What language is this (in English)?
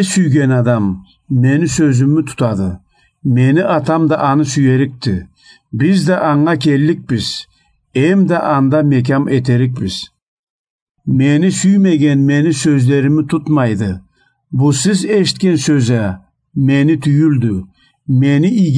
Karachay-Balkar